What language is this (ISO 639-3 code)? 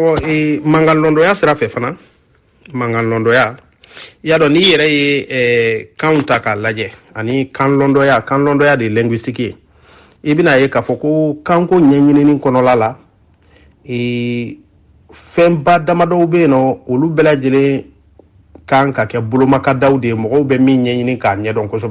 bam